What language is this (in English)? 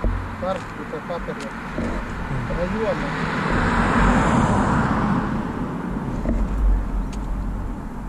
Finnish